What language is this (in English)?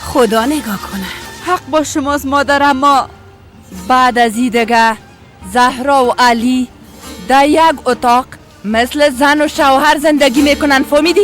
Persian